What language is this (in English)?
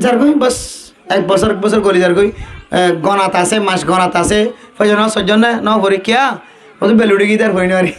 Rohingya